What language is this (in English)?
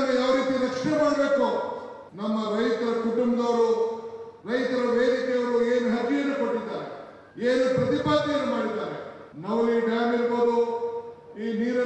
Kannada